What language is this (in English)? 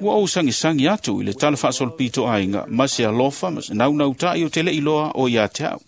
Samoan